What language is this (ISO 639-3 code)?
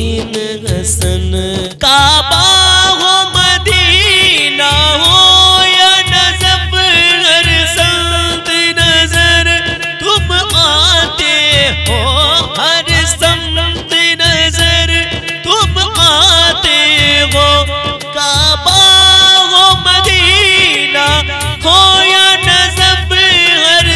hin